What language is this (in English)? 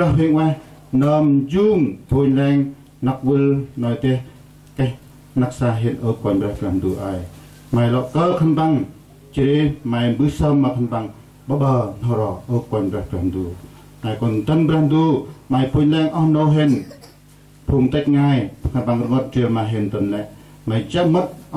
Central Mnong